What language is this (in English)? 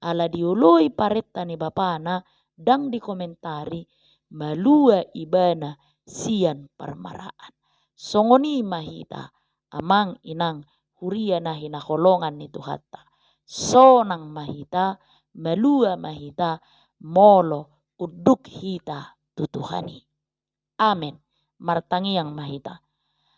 Batak Toba